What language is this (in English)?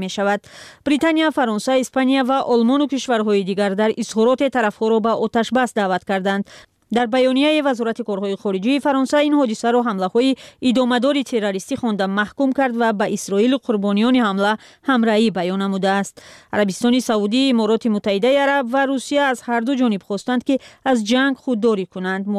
Persian